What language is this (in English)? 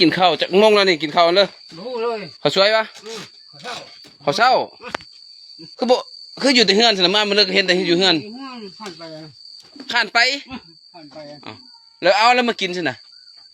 Lao